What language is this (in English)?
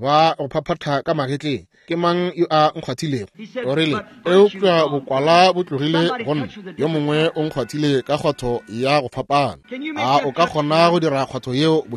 Northern Sotho